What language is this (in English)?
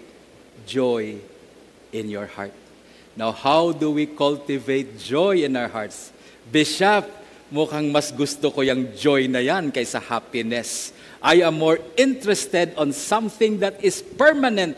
Filipino